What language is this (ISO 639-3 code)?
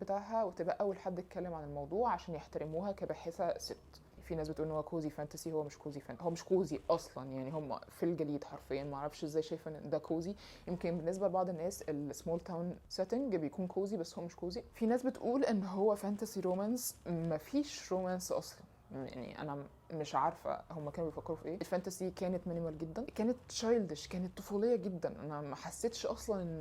arz